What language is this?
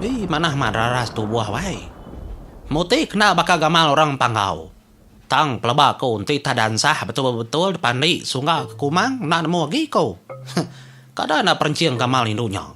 Iban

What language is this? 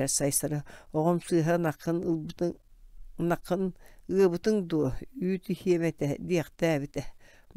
Yakut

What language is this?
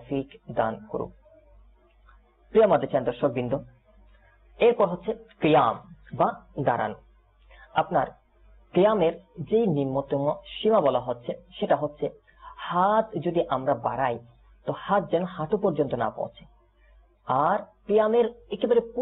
Bangla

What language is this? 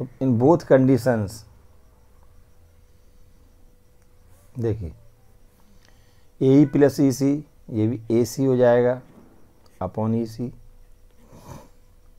Hindi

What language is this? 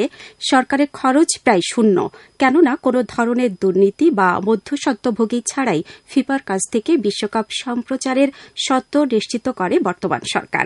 Bangla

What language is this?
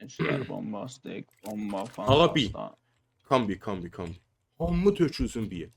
South Azerbaijani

